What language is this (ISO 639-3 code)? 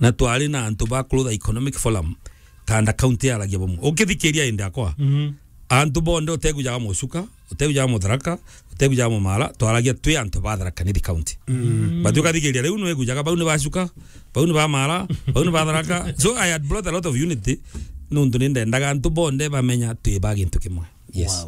mer